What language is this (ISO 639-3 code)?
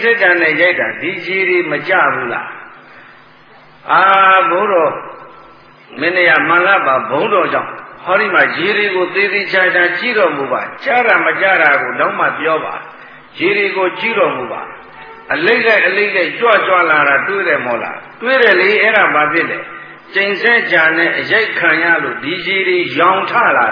mya